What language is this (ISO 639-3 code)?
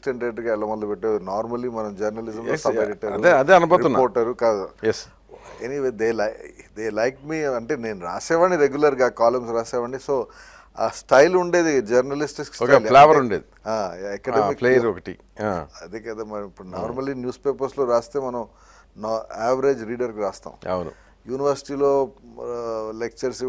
tel